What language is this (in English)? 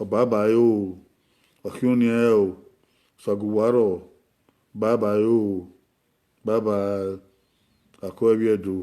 Bini